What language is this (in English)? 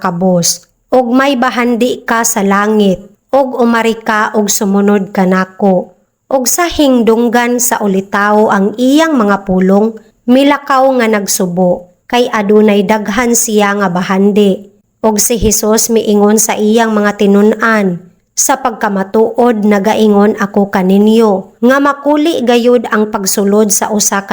Cebuano